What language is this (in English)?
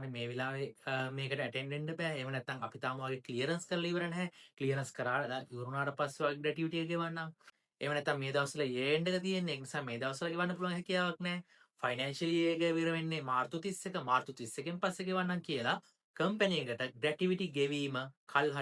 Sinhala